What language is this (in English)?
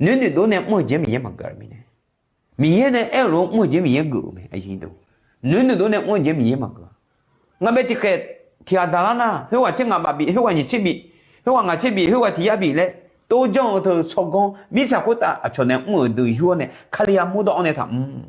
Akha